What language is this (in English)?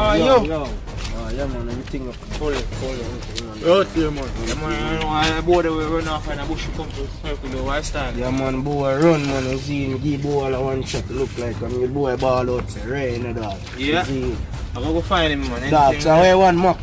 Jamaican Creole English